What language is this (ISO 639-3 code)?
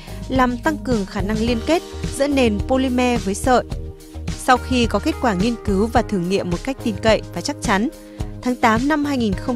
vie